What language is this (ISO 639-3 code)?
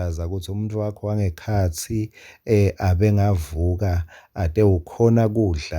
ssw